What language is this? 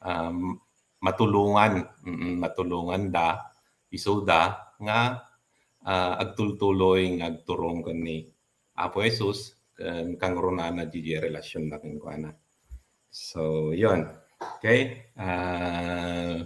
Iloko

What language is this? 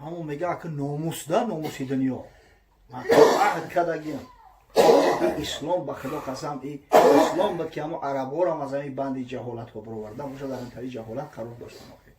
Tajik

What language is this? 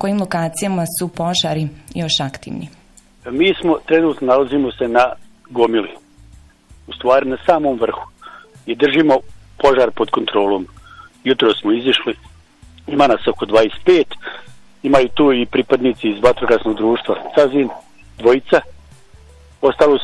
Bosnian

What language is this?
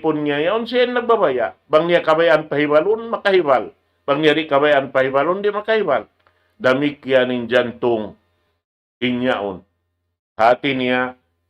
Tausug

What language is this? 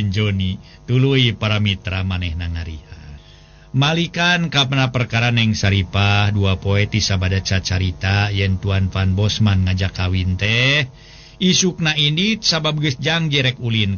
Sundanese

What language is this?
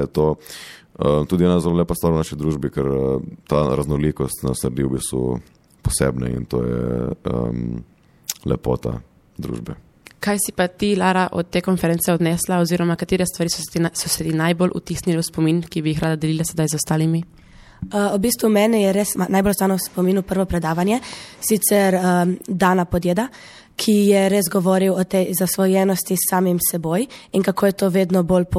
Slovenian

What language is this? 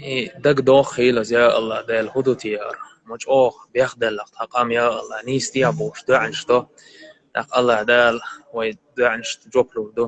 Chechen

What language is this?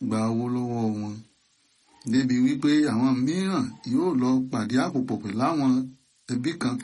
Yoruba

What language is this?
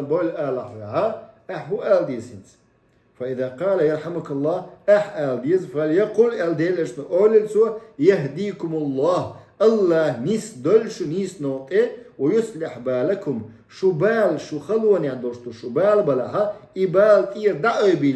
Chechen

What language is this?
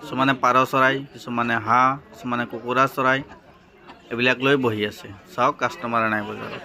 Assamese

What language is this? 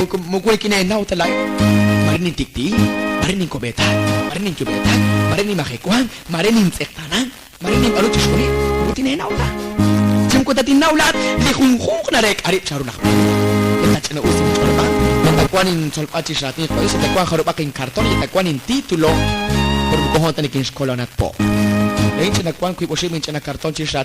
Kekchí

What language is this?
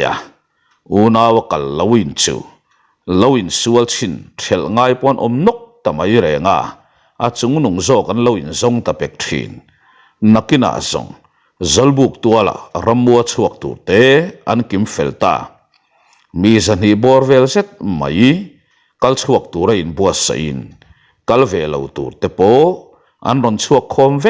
Mizo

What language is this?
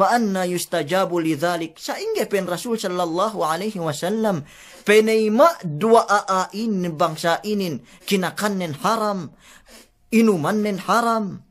Yakan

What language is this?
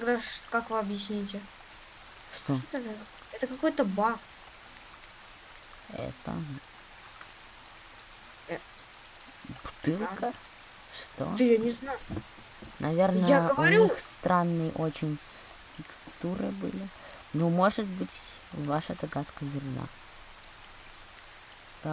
Russian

